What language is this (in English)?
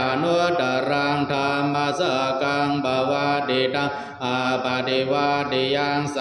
Pali